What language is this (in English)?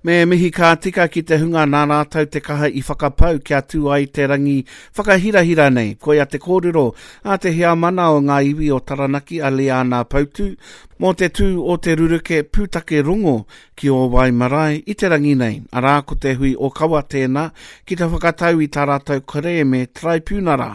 Māori